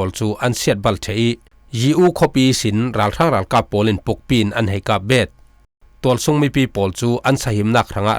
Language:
Falam Chin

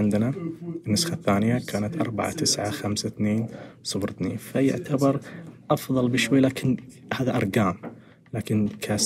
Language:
Najdi Arabic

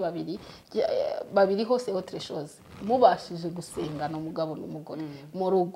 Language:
Kinyarwanda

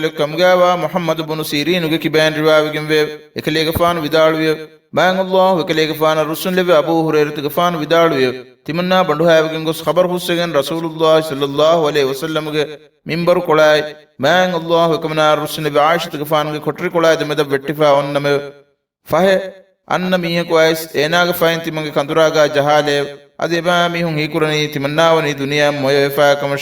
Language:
Divehi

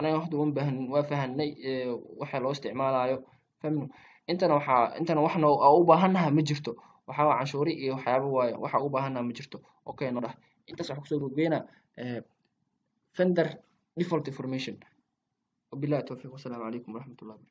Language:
Somali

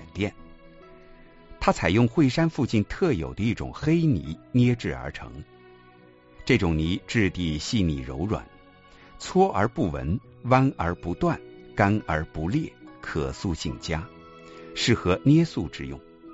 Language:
Chinese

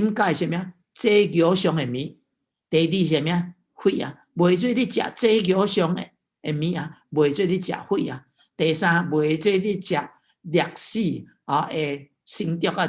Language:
Min Nan Chinese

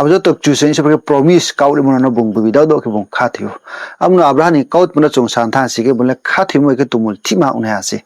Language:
Riang (India)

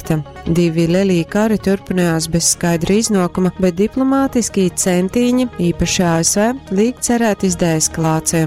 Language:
Latgalian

